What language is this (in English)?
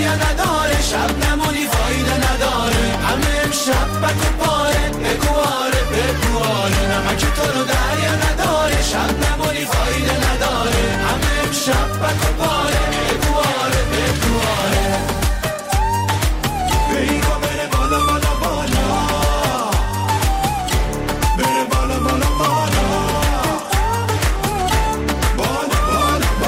Persian